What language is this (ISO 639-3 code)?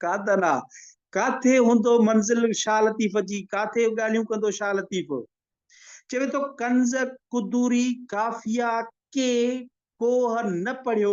snd